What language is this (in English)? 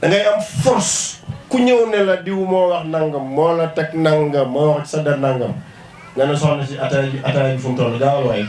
Wolof